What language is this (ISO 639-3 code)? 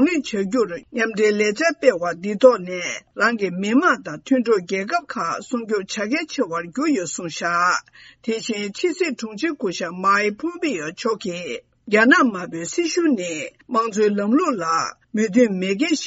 bod